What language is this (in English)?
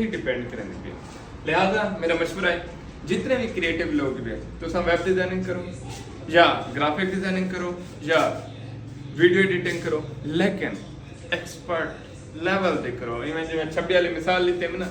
Saraiki